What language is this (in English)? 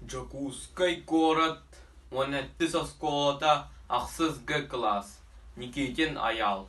Yakut